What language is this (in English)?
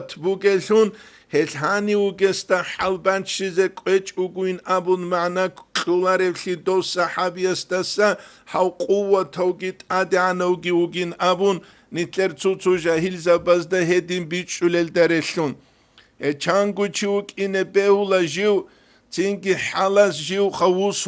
Avaric